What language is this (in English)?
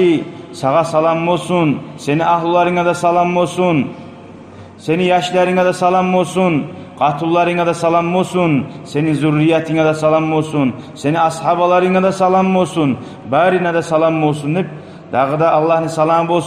Kumyk